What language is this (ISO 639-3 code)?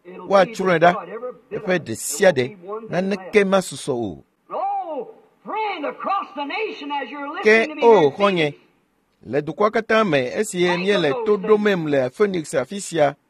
ewe